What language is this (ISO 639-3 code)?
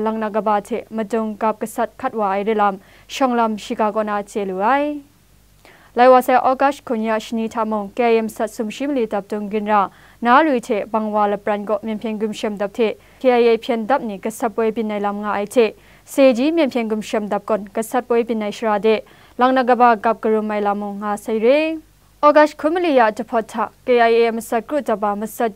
kac